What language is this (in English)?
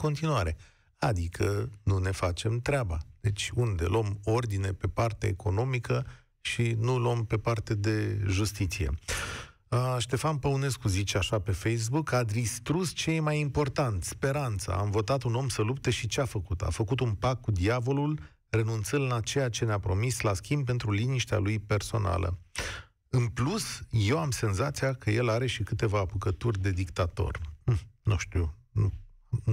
Romanian